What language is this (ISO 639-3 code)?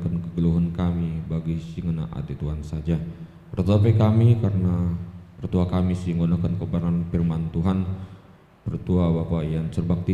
btx